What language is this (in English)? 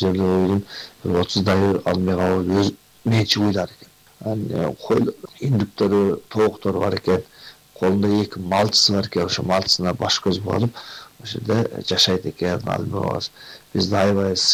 Kyrgyz